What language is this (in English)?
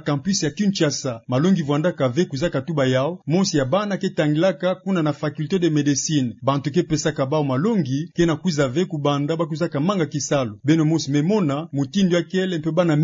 Kituba (Democratic Republic of Congo)